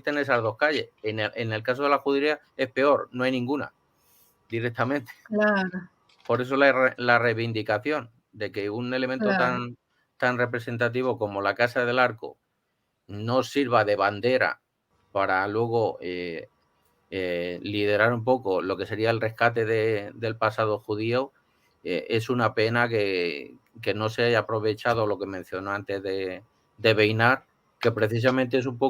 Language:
Ladino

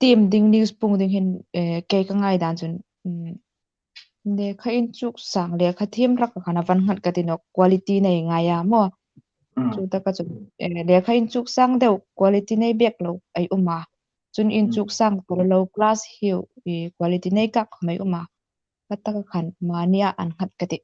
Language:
Hmar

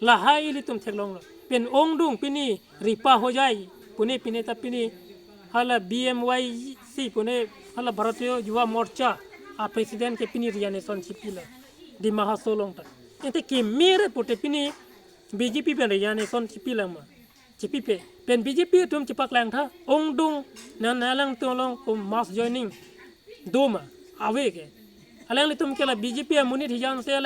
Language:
Karbi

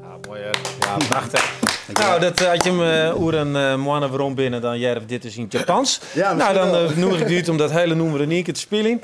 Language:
Western Frisian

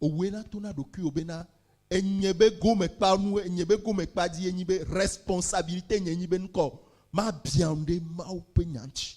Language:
Ewe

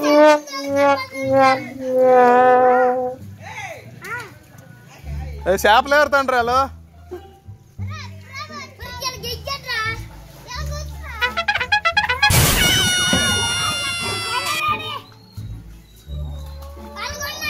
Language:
Telugu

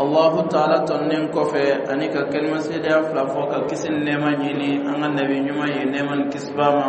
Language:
Dyula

